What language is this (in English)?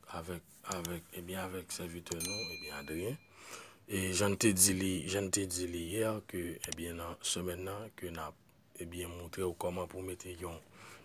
Haitian Creole